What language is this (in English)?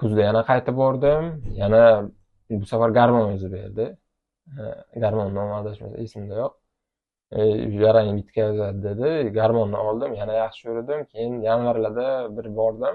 Uzbek